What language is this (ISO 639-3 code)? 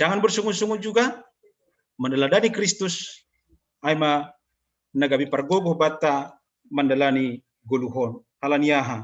bts